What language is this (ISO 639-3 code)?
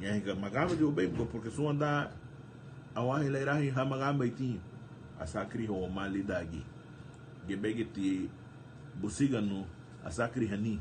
cab